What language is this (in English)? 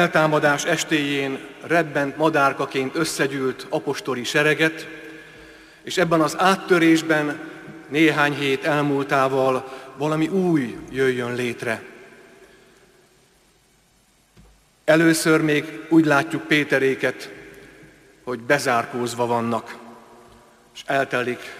Hungarian